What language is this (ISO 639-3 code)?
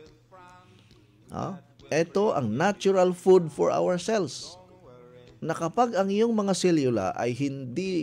fil